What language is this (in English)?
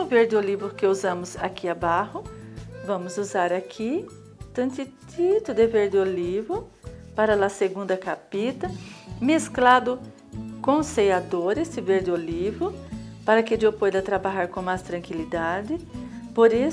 Portuguese